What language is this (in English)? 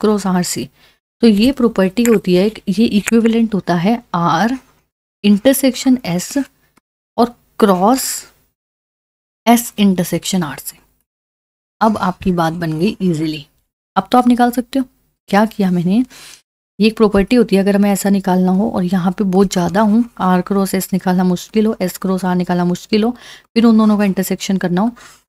Hindi